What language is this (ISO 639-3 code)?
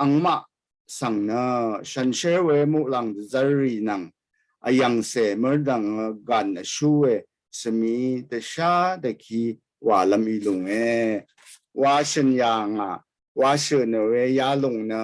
raw